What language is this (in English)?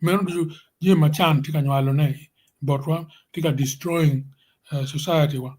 Acoli